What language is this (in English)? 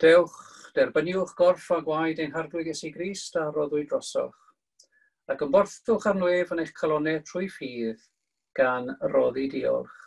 Welsh